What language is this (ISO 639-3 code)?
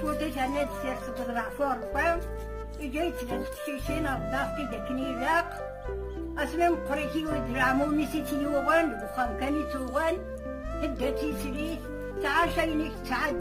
kab